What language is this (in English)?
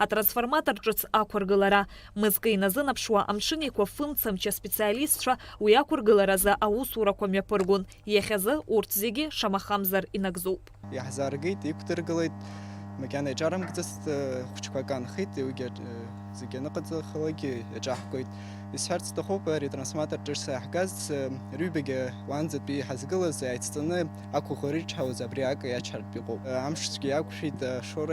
Abkhazian